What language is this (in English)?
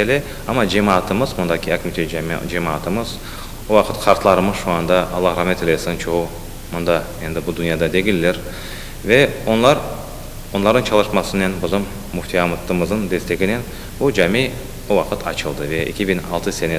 Crimean Tatar